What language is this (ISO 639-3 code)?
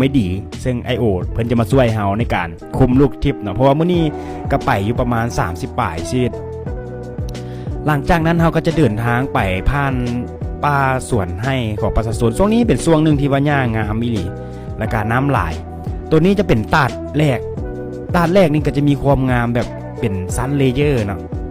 lao